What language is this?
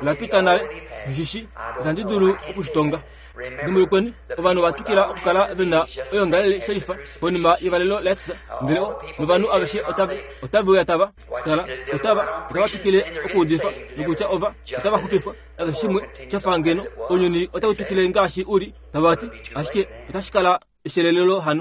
Kuanyama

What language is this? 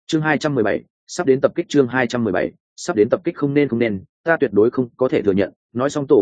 Vietnamese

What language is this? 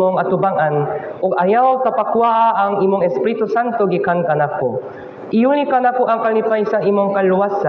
Cebuano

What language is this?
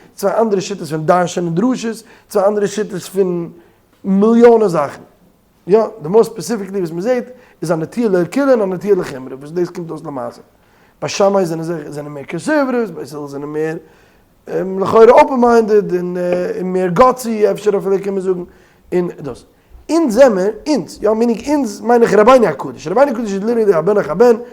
Yiddish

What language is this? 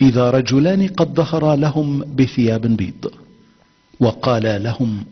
Egyptian Arabic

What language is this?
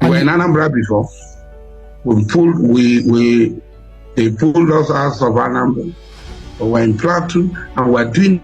Igbo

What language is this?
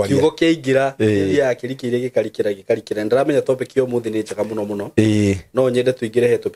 Kikuyu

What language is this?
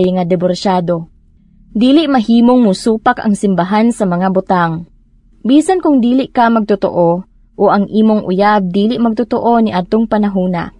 Cebuano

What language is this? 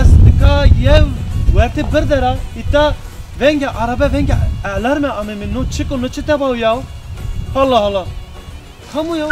Zaza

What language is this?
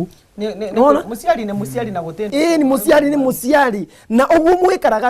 Meru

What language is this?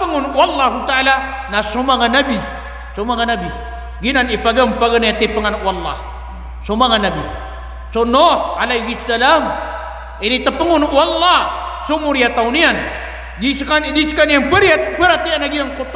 Maranao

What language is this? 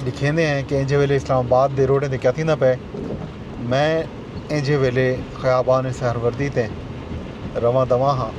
Saraiki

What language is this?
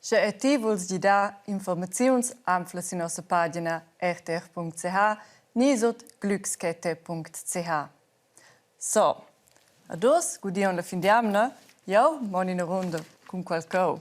Romansh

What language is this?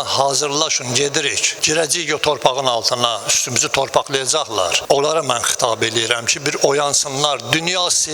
Azerbaijani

